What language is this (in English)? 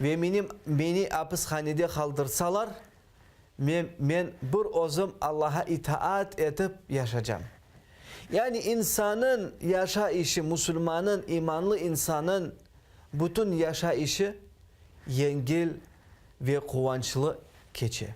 Crimean Tatar